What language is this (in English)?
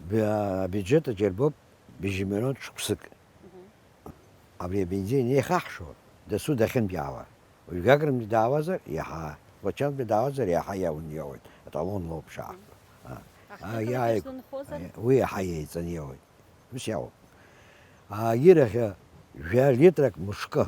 Abkhazian